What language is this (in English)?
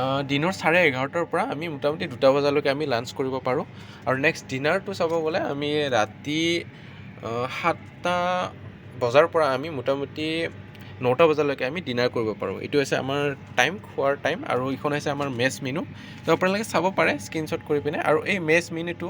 Assamese